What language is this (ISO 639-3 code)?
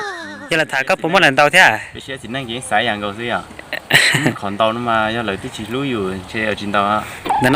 hmn